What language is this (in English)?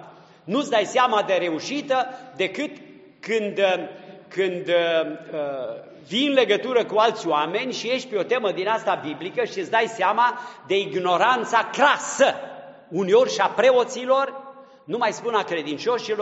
Romanian